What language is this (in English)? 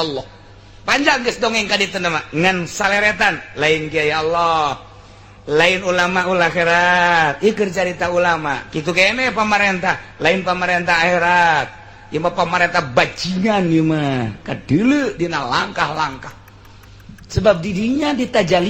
Sundanese